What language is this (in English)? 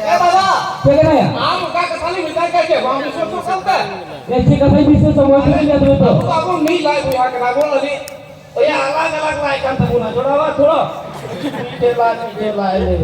Santali